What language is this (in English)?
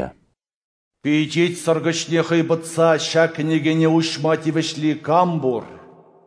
Chuvash